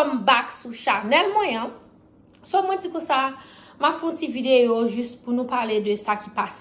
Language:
Haitian Creole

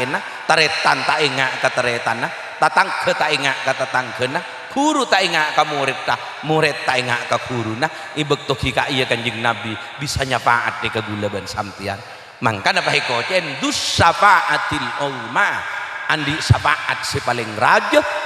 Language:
Madurese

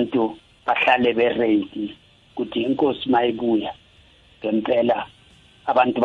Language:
South Ndebele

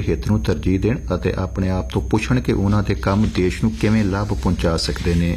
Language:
Punjabi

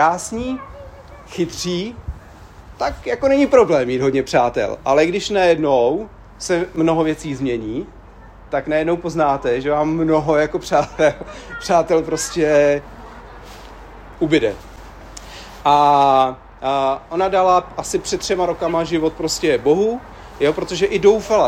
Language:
Czech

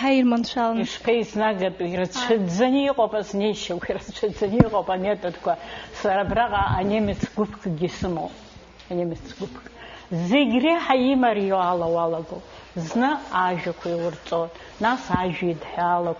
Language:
Abkhazian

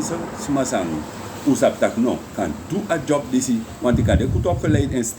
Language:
Sranan Tongo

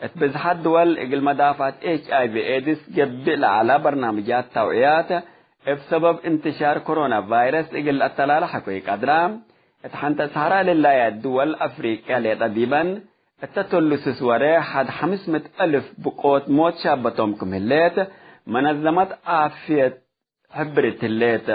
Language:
Tigre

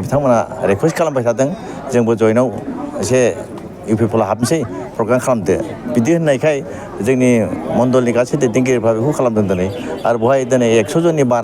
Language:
Bodo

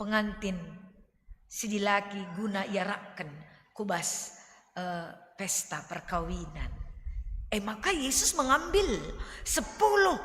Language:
Batak Karo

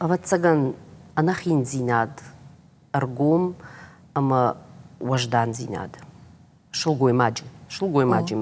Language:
Ossetic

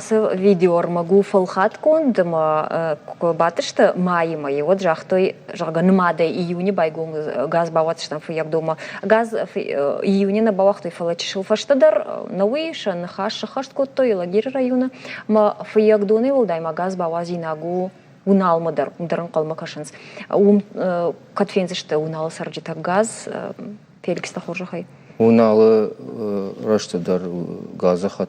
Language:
Ossetic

